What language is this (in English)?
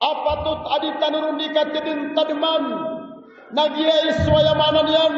Maranao